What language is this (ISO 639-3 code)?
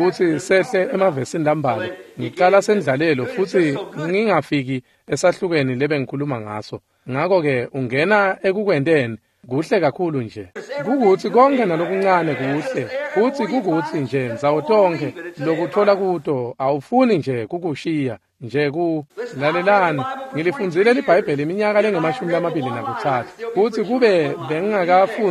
ssw